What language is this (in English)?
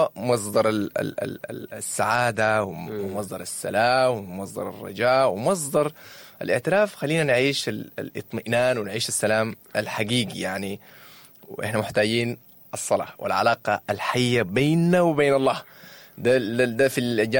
Sudanese Arabic